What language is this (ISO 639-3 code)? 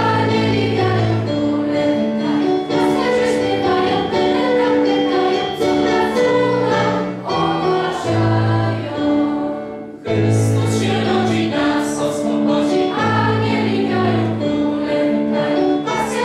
pol